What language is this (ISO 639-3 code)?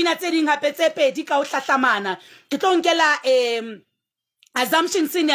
sot